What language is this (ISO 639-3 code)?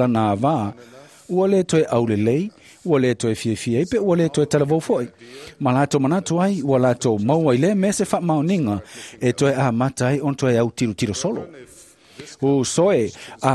smo